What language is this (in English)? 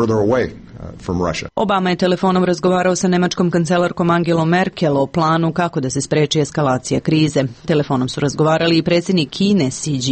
Serbian